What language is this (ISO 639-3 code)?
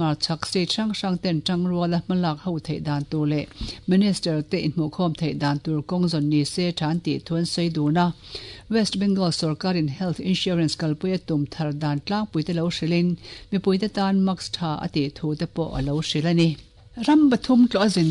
lus